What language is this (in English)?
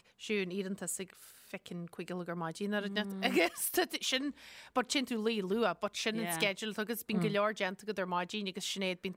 Irish